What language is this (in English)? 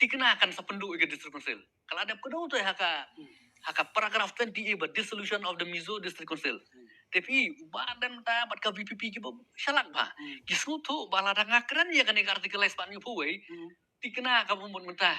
Khasi